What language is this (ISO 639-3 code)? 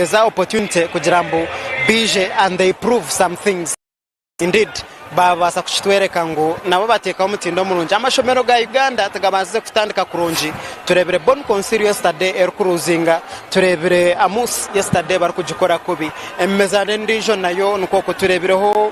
nyn